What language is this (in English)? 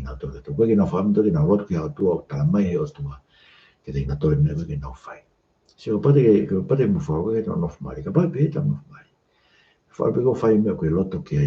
Tongan